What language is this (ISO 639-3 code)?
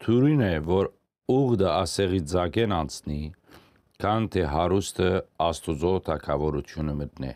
hyw